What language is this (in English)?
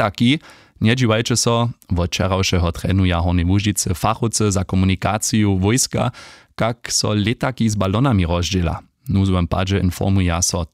Upper Sorbian